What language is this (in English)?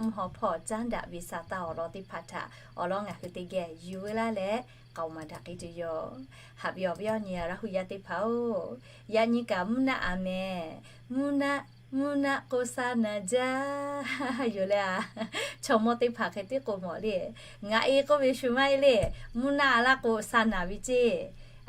Lahu